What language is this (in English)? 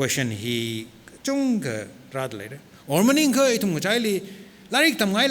Tangkhul Naga (India)